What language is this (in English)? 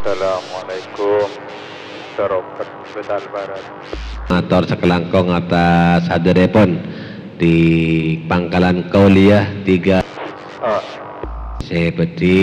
Madurese